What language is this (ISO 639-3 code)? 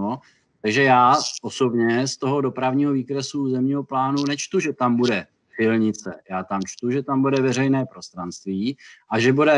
ces